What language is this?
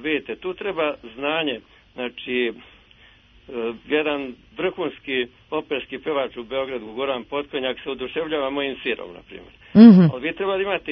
Serbian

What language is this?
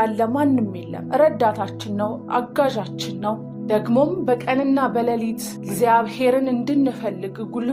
Amharic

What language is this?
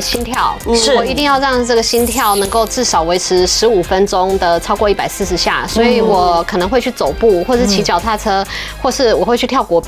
Chinese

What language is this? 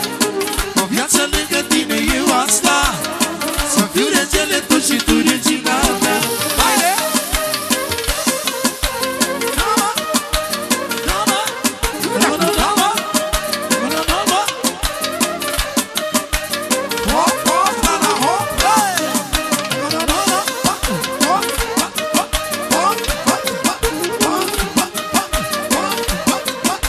Romanian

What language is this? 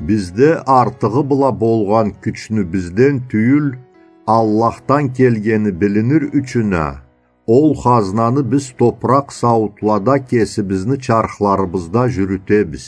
Karachay-Balkar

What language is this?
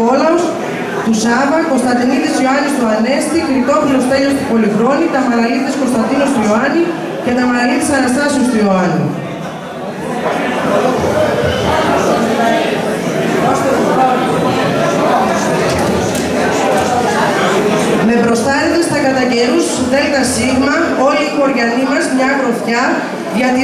Greek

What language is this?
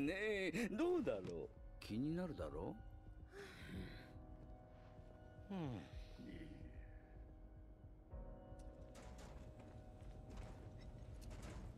Japanese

